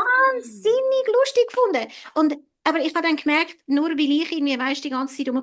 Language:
Swiss German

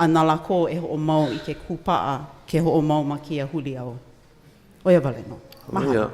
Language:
Hawaiian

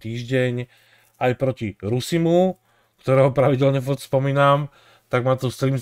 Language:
Slovak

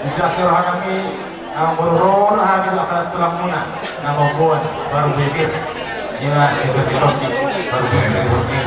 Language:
Batak Toba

